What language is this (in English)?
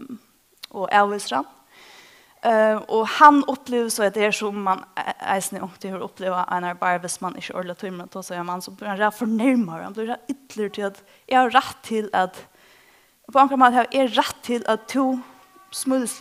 Faroese